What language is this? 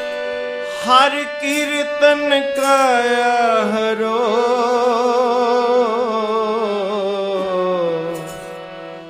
Punjabi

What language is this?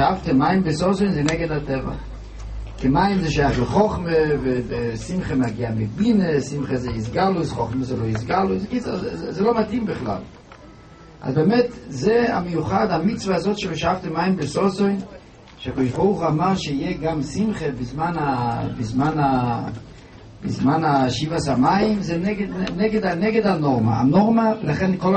Hebrew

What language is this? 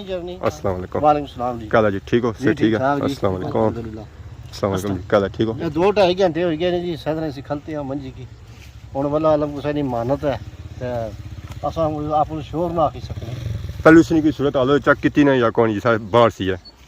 Pahari-Potwari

